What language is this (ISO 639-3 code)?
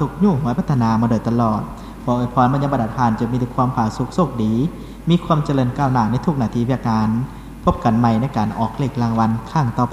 lao